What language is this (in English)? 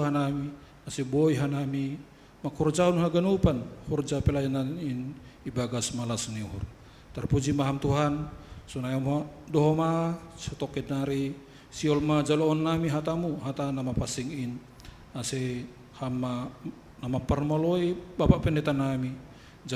Batak Simalungun